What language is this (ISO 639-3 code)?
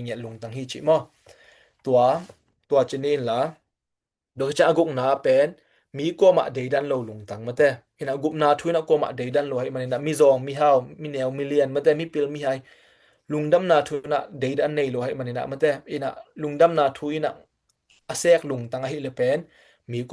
ctd